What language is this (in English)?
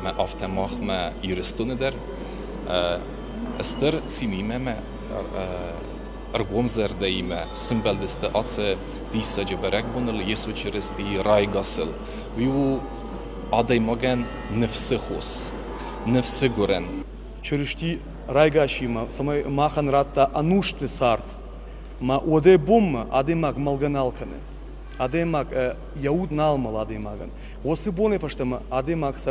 Ossetic